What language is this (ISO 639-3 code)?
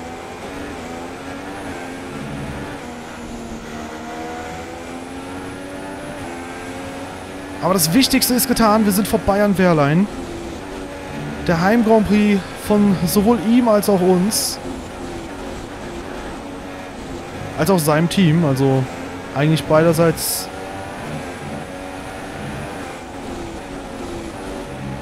deu